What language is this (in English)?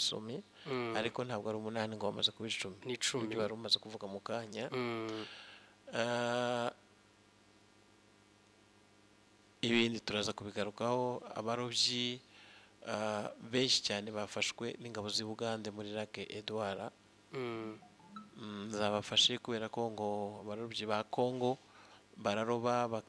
Kinyarwanda